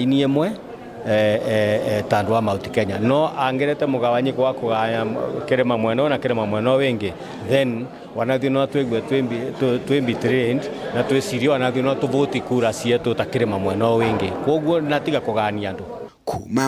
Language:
Meru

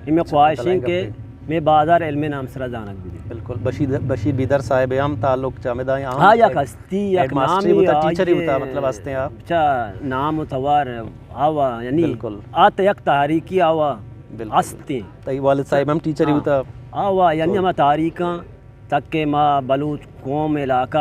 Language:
Eastern Balochi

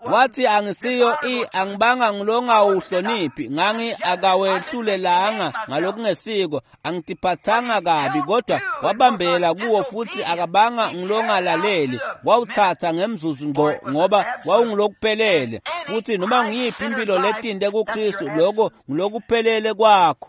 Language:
Swati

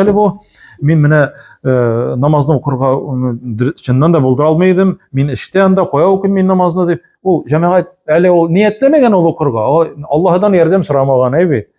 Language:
Tatar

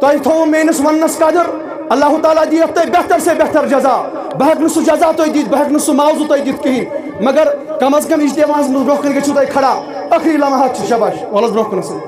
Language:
Kashmiri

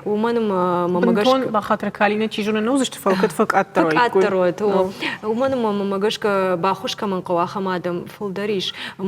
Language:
Ossetic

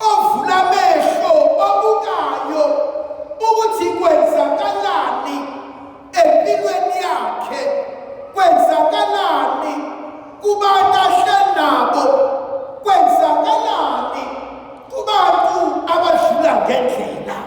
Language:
Zulu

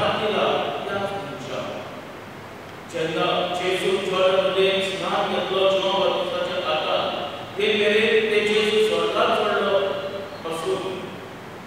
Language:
Konkani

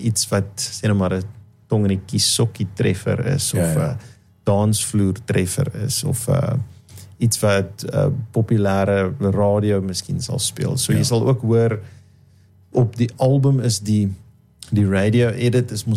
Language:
Afrikaans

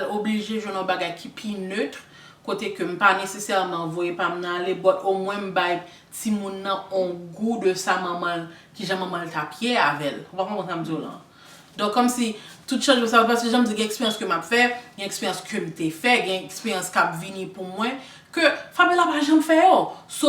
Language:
Haitian Creole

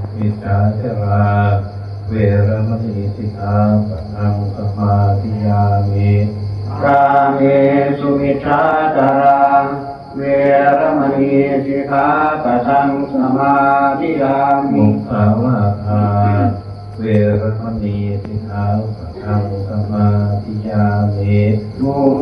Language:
Pali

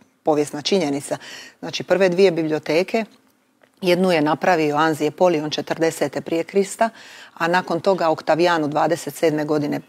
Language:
Croatian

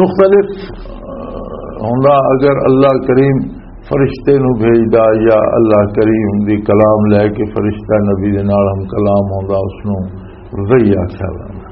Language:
Western Panjabi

